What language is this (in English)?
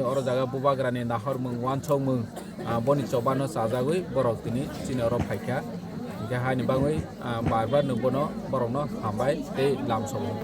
Kok Borok